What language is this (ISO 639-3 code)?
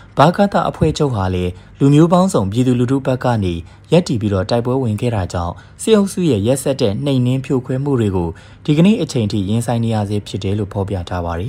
mya